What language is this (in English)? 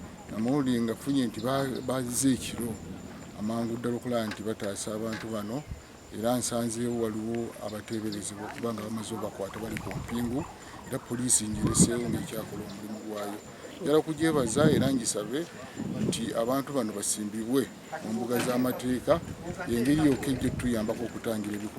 Ganda